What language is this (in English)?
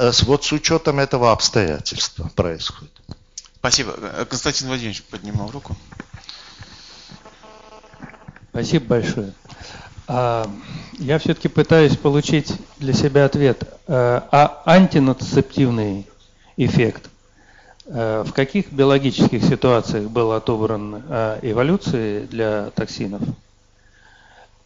Russian